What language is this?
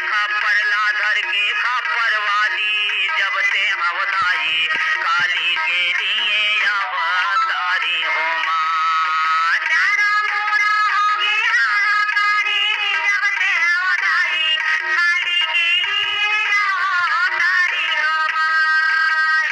Chhattisgarhi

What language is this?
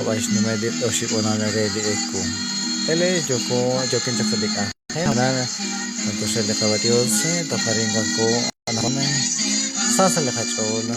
Kekchí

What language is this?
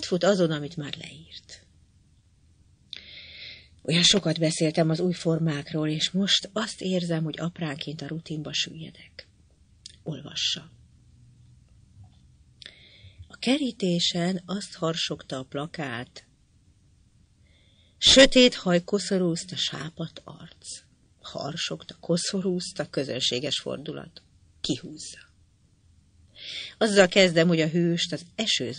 Hungarian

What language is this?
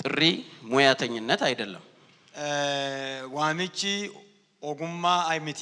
Amharic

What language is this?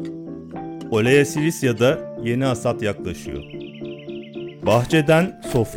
Turkish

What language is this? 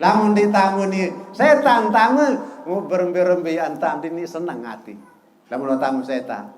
Sasak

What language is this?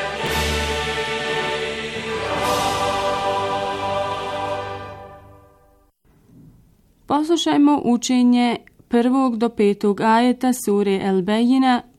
Bosnian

